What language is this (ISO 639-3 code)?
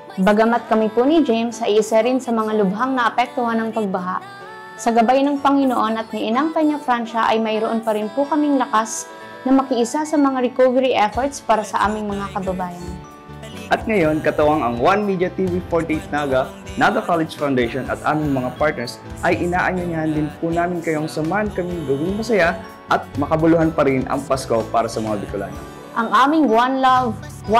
bik